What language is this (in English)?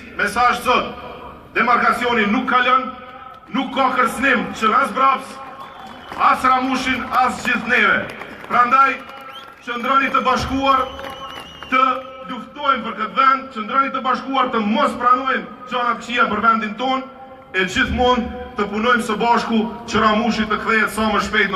Albanian